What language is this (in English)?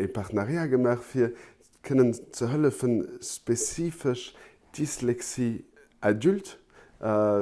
Luxembourgish